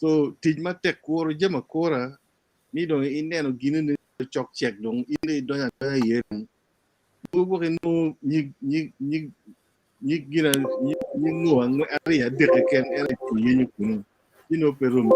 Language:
Acoli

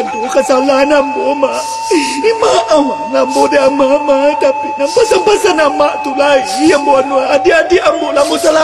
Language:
Minangkabau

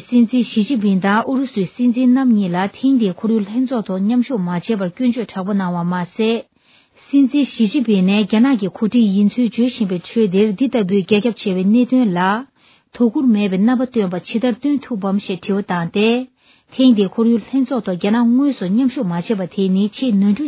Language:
Tibetan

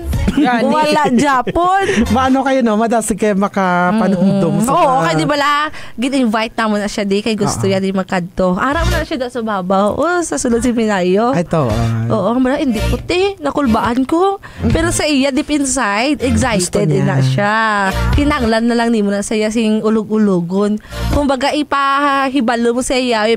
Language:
Hiligaynon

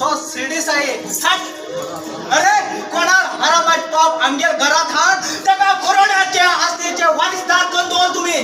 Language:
Konkani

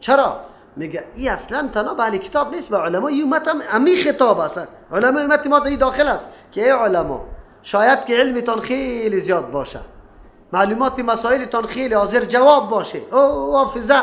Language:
Persian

